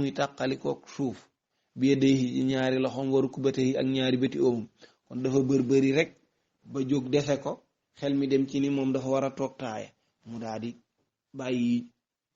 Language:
Wolof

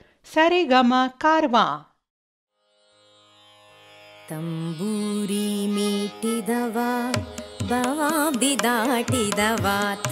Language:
Kannada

